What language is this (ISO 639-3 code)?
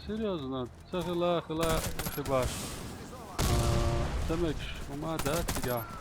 che